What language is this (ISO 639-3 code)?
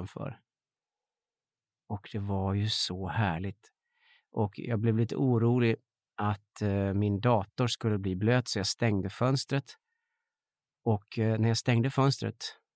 swe